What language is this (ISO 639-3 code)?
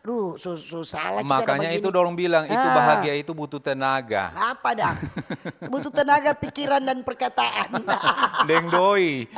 xmm